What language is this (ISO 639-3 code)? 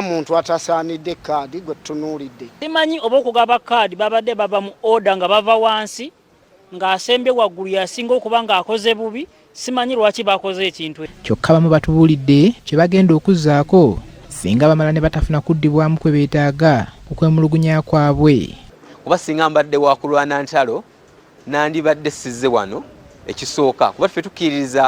lug